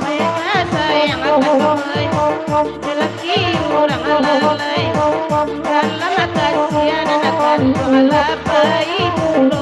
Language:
Minangkabau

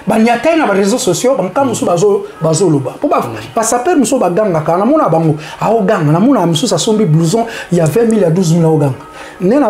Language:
Lingala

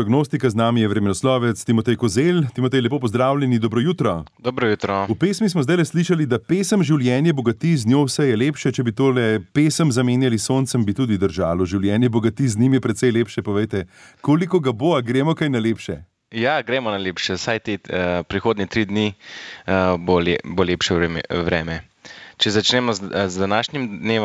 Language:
Slovenian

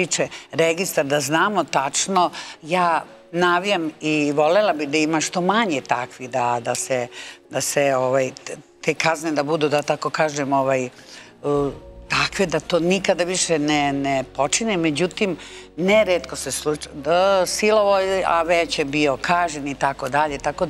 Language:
Serbian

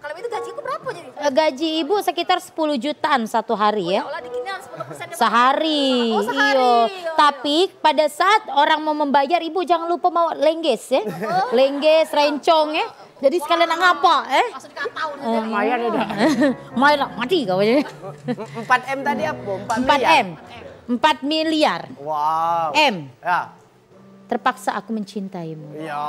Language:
Musi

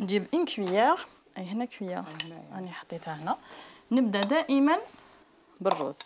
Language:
Algerian Arabic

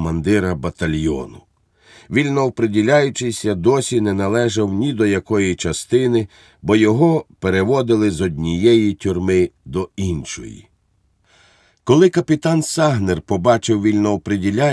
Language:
Ukrainian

